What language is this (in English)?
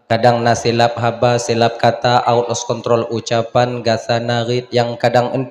Achinese